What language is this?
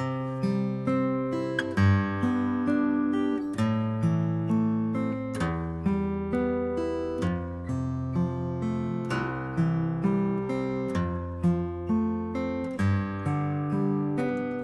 Konkani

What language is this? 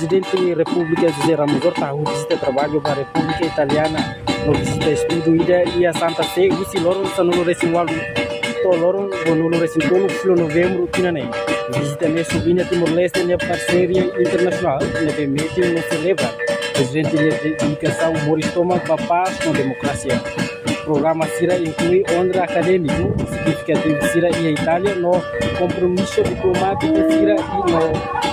Tetum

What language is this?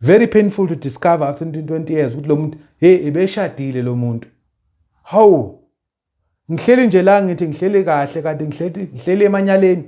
Zulu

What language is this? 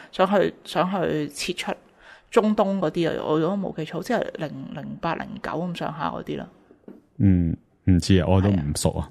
Cantonese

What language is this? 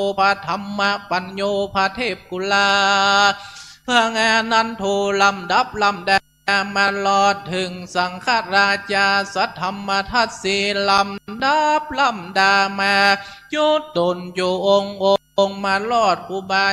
Thai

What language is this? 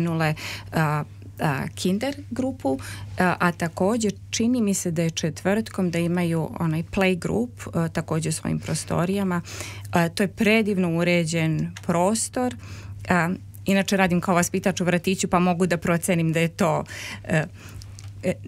Serbian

